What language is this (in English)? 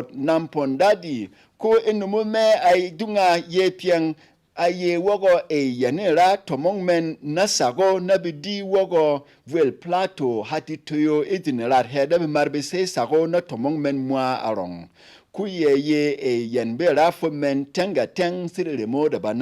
Berom